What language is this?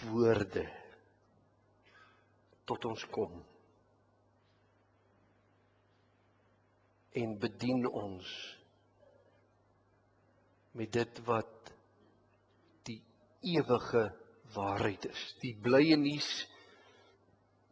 Afrikaans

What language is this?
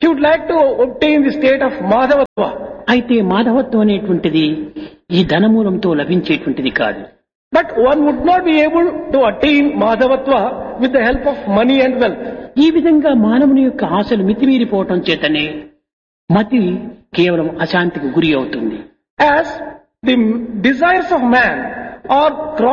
Telugu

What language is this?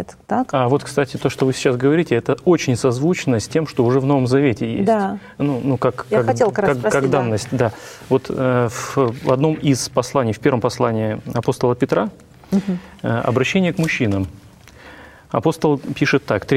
Russian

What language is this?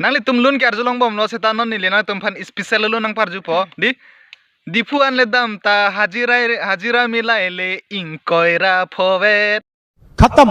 Karbi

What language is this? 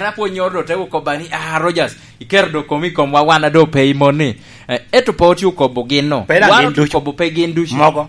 Lango (Uganda)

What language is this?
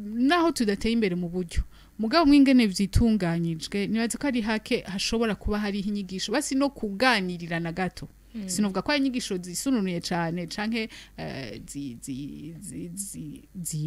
Rundi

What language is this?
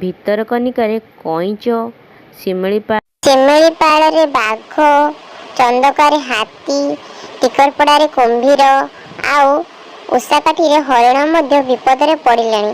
Odia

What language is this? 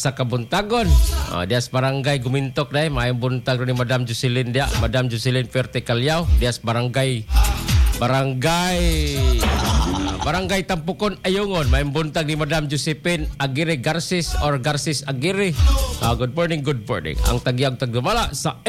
Cebuano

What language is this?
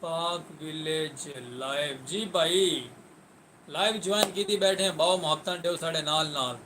Saraiki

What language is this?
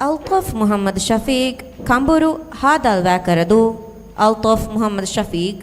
Divehi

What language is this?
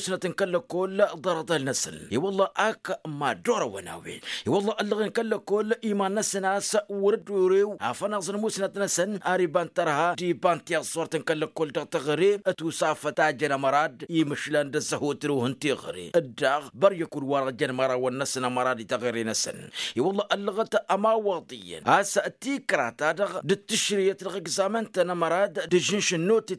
Tamasheq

